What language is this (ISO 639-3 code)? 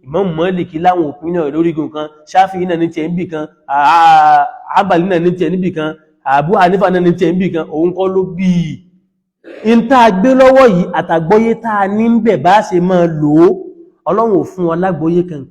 yor